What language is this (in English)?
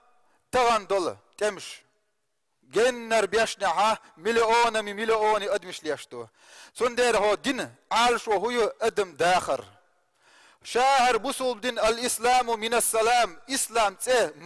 Chechen